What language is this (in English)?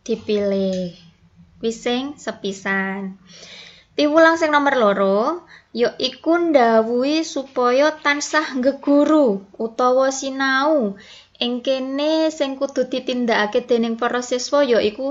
Javanese